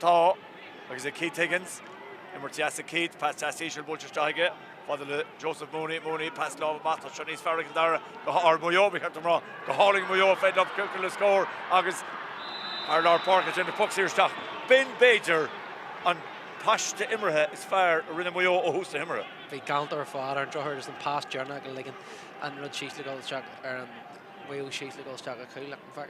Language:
Irish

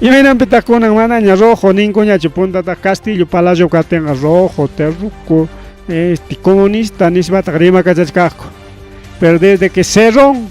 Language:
Ayacucho Quechua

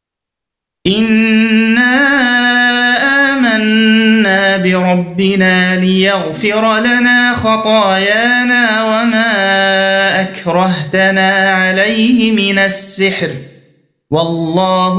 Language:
Arabic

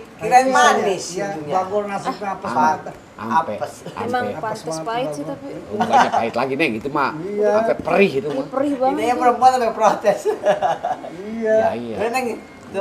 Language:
Betawi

